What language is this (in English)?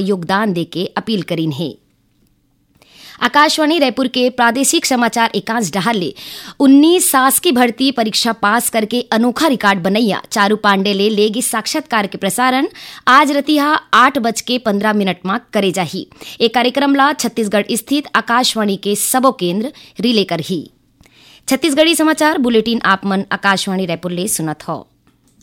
Chhattisgarhi